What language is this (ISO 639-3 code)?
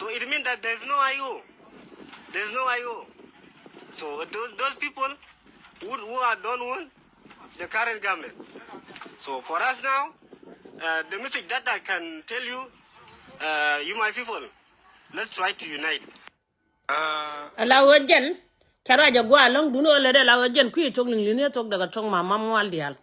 nus